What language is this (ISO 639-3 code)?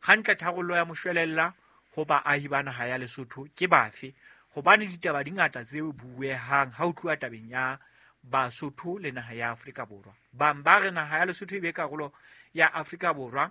sot